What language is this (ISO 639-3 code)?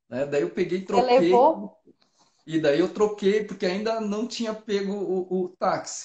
por